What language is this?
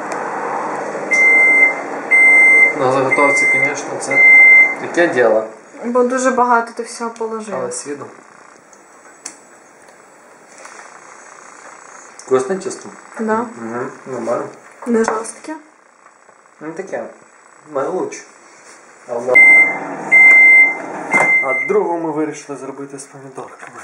Ukrainian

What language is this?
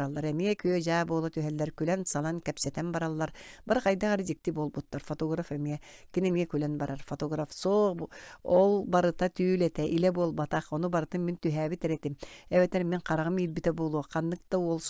Yakut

